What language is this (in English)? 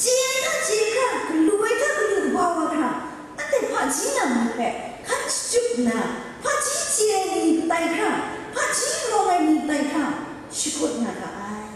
Kachin